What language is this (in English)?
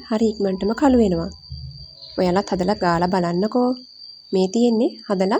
Sinhala